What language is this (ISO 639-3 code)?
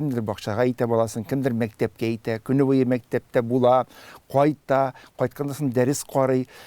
tat